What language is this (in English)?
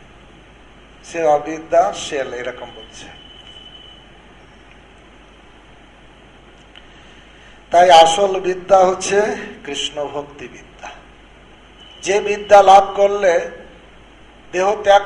Bangla